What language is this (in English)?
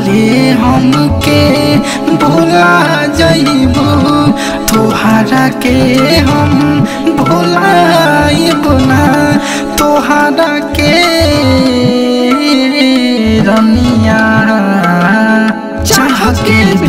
Bhojpuri